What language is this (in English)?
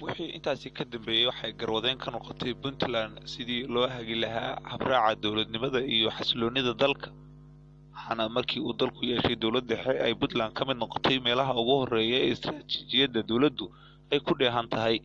Somali